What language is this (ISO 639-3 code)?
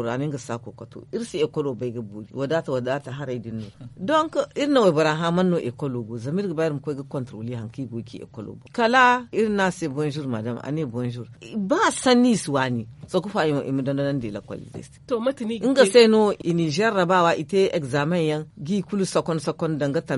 dje